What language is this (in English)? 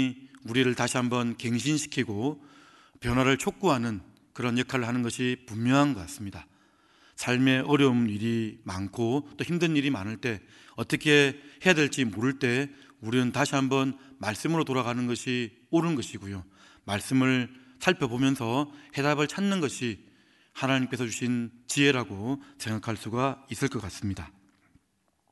Korean